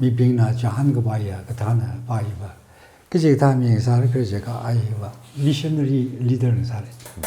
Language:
Tangkhul Naga (India)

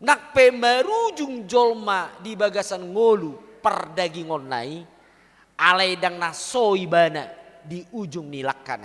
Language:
Batak Toba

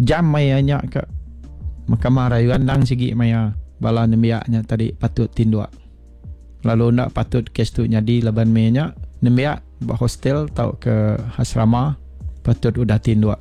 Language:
Iban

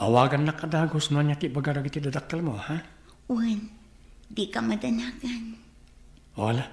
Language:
Iloko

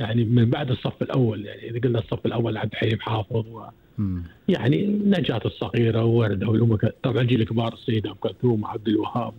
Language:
Gulf Arabic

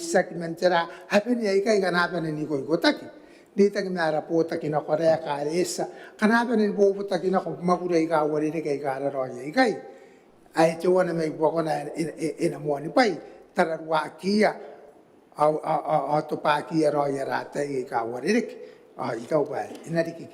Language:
Gilbertese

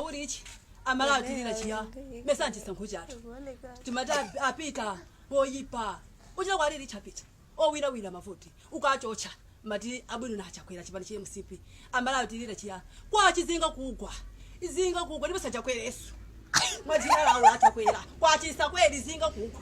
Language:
Nyanja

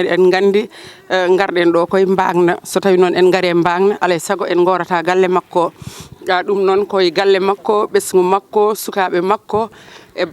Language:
Fula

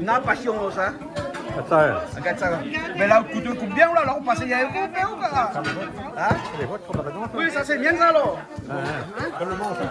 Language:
Réunion Creole French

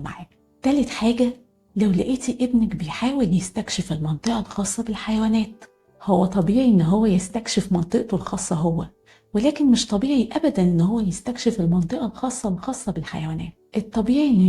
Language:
Egyptian Arabic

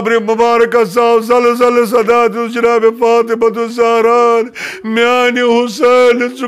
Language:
Kashmiri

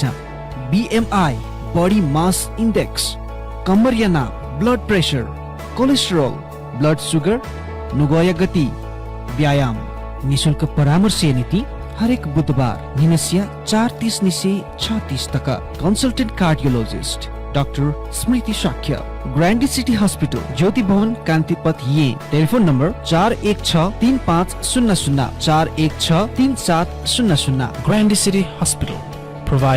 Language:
Newari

